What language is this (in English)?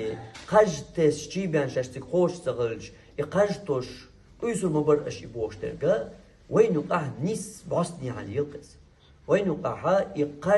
Chechen